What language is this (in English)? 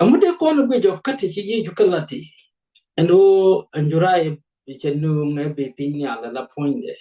Nuer